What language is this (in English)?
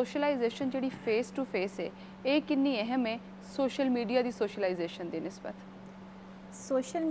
Punjabi